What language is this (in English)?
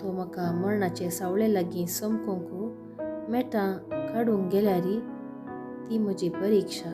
Konkani